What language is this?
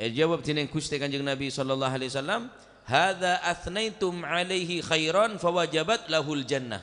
Madurese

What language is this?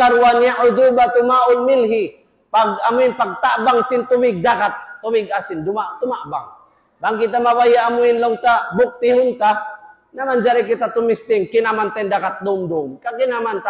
Tausug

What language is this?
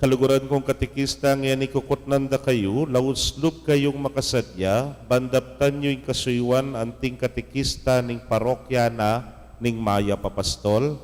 Pampanga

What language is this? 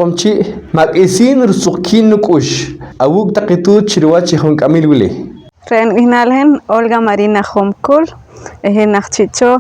Poqomchi'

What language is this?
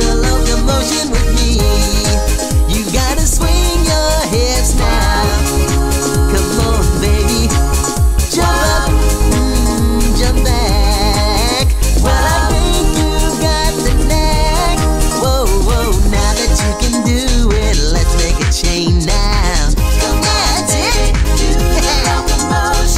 English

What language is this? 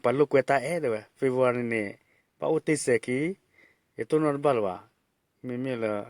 S'gaw Karen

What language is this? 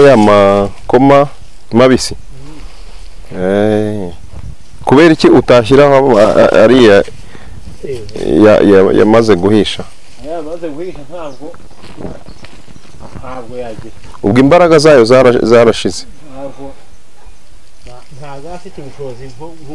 Kinyarwanda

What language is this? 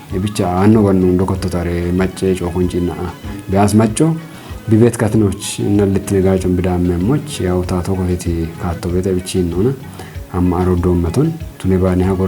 Kafa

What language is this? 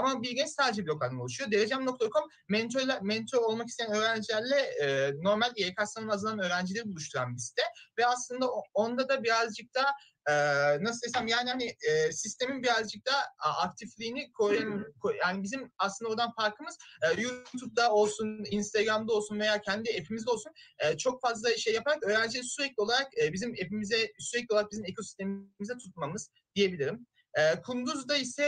Turkish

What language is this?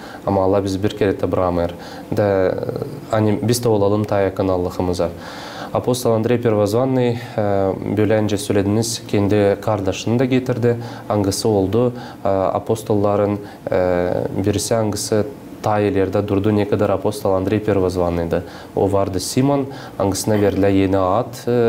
Gagauz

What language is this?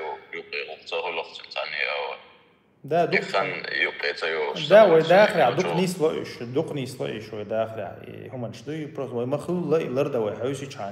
Chechen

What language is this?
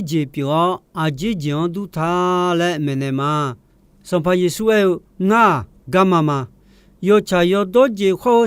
Akha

